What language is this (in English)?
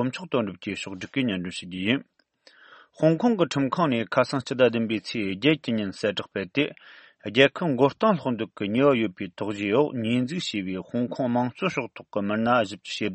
Tibetan